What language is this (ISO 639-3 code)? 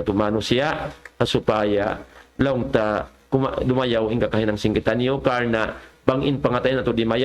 tsg